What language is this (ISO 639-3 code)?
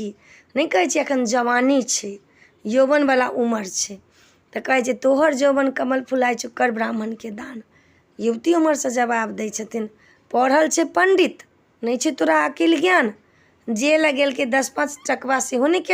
mai